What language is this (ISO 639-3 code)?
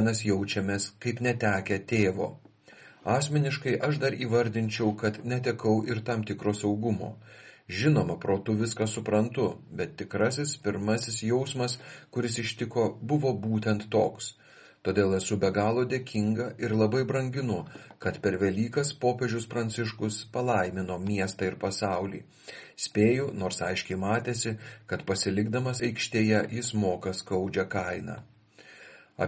lit